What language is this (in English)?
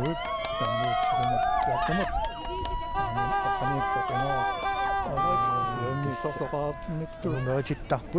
Kalaallisut